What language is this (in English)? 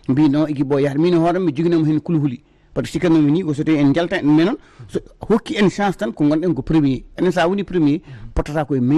Fula